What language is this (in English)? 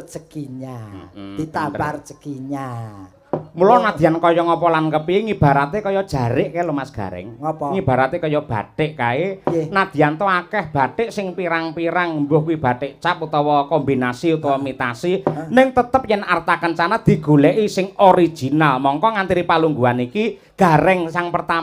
Javanese